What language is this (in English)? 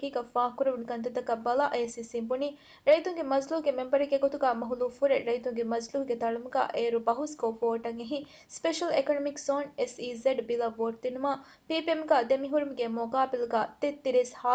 Divehi